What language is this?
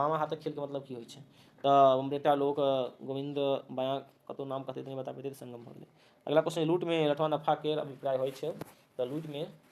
Maithili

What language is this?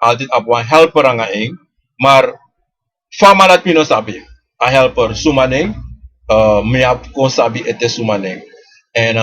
Sranan Tongo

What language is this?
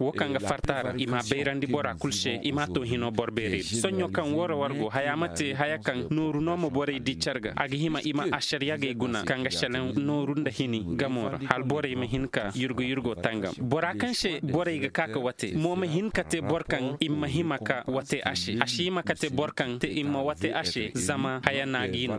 Koyraboro Senni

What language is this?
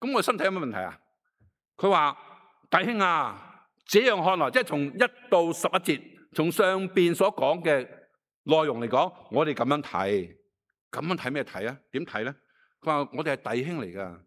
Cantonese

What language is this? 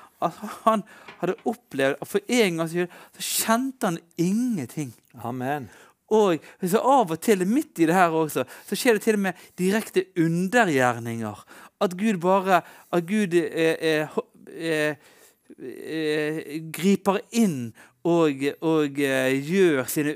Norwegian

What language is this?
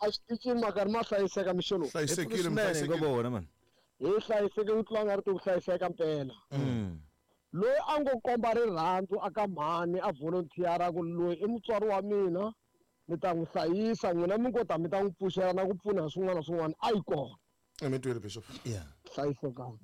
Tsonga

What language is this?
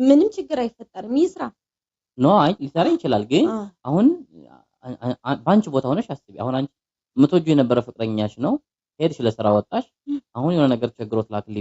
Amharic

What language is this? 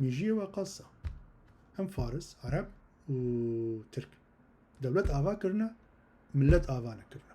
Kurdish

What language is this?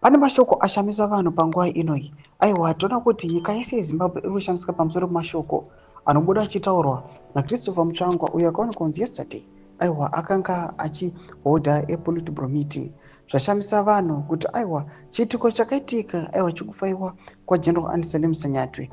Shona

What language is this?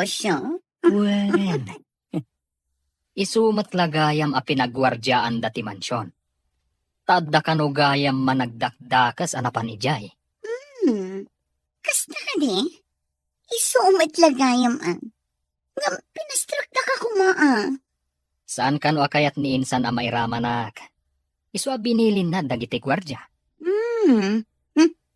Iloko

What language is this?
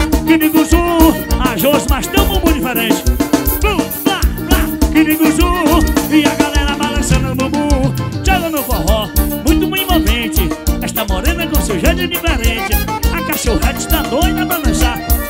Portuguese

